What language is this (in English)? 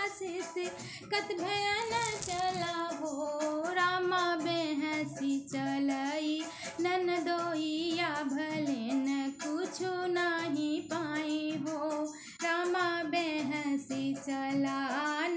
Bhojpuri